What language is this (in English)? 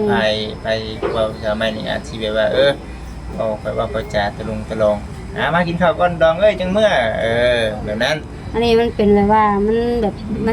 Northeastern Thai